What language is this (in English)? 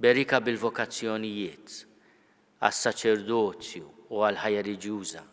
Maltese